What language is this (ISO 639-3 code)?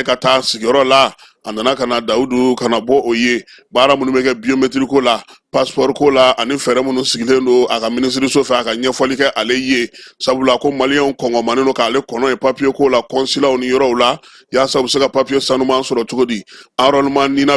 bam